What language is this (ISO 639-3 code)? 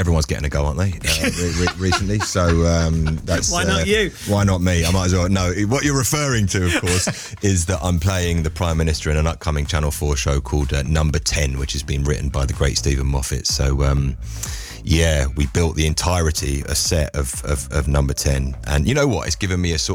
eng